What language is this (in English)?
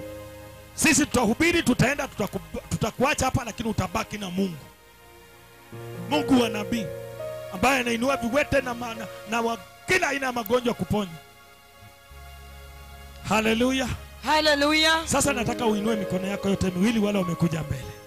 Swahili